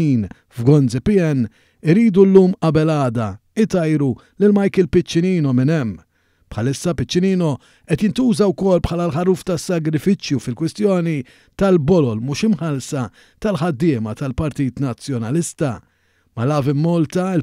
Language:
Maltese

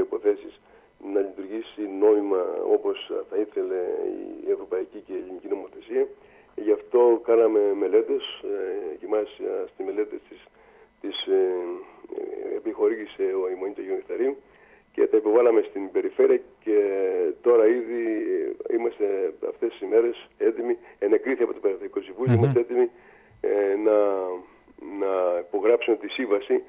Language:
Greek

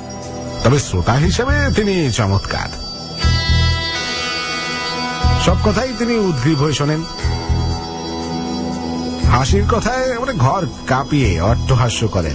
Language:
Bangla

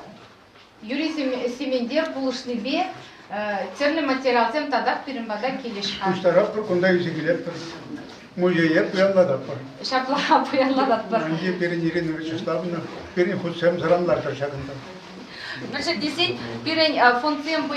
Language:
Chuvash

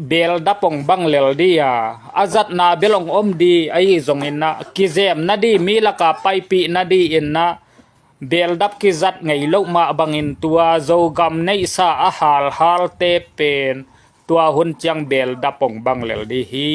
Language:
Tedim Chin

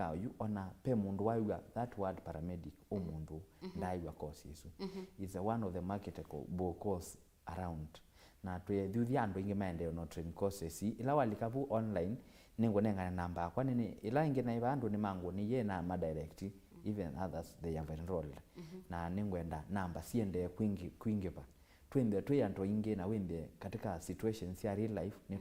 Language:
Kamba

